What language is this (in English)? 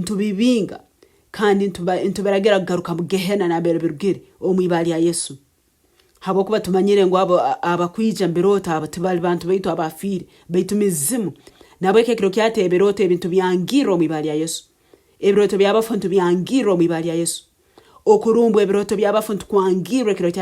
Nyoro